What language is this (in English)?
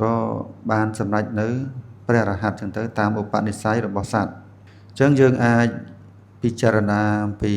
Khmer